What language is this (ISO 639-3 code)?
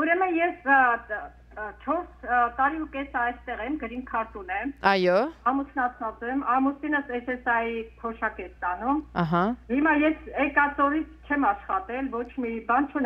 hye